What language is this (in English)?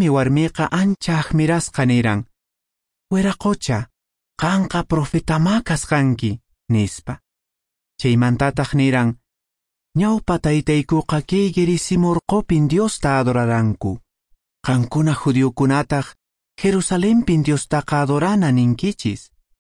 Quechua